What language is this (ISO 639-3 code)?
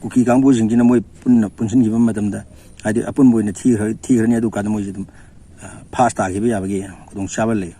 mni